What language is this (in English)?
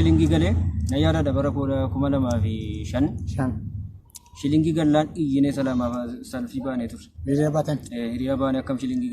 Oromo